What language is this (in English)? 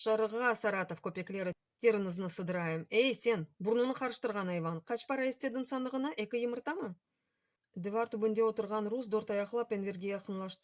Crimean Tatar